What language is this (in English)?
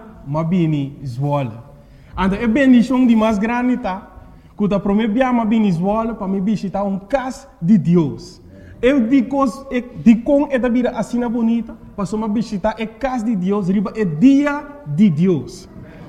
Papiamento